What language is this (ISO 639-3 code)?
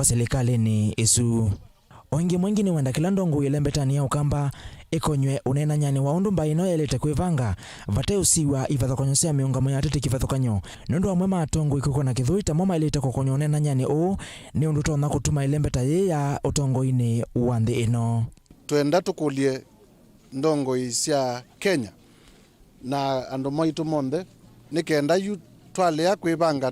kam